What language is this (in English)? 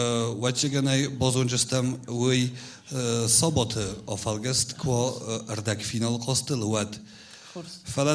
Ossetic